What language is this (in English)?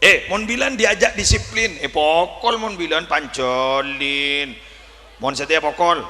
Madurese